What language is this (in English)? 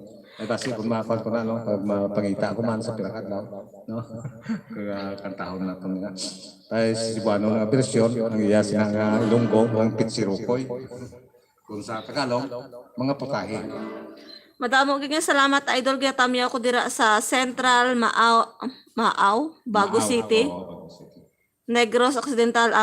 Hiligaynon